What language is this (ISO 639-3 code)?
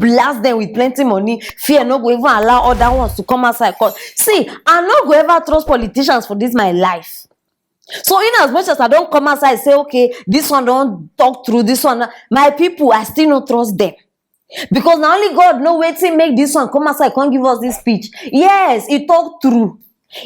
pcm